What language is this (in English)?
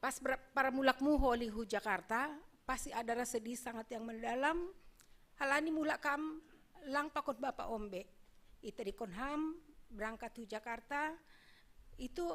Batak Simalungun